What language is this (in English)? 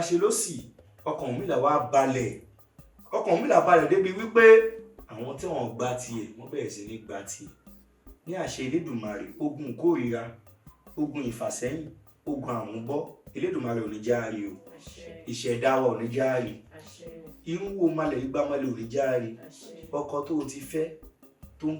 Yoruba